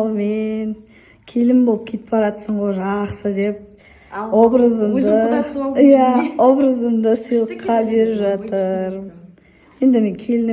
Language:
Kazakh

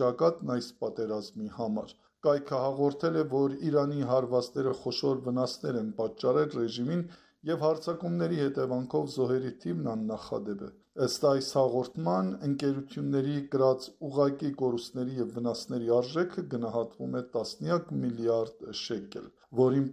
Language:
Armenian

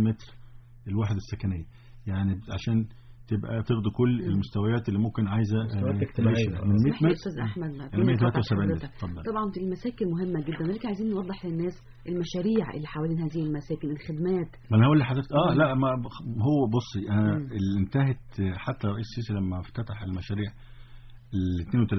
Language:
Egyptian Arabic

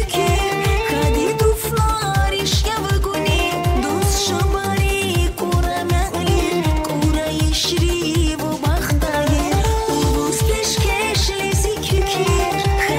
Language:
Tabassaran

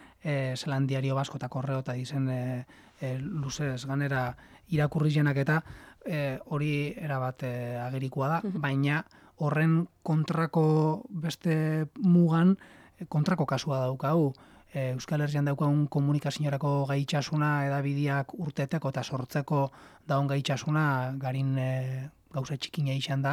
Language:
Basque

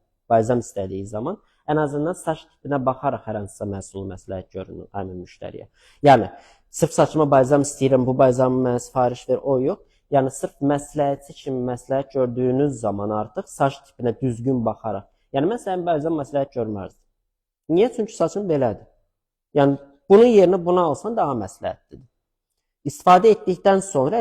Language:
Azerbaijani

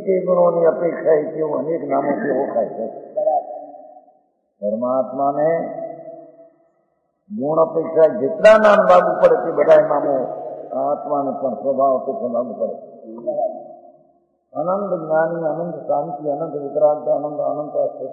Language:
Gujarati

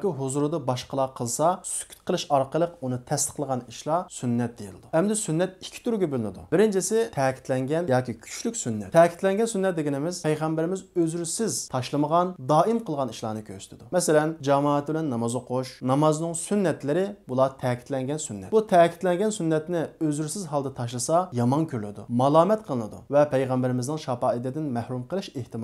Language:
Uyghur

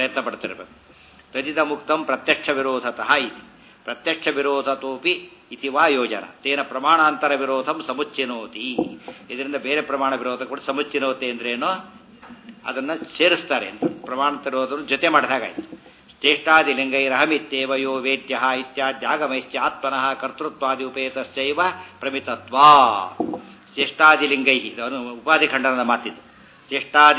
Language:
Kannada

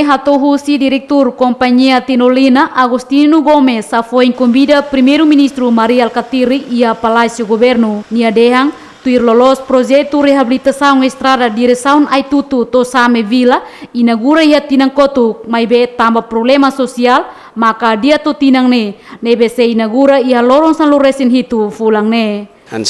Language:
Tetum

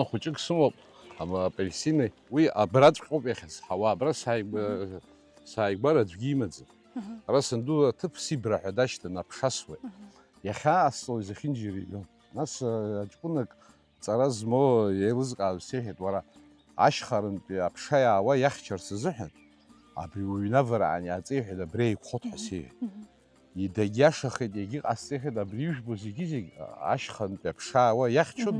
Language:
Abkhazian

